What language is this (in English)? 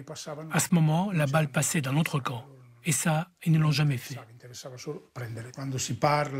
Italian